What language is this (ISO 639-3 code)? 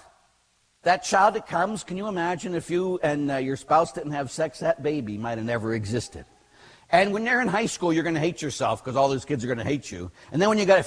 eng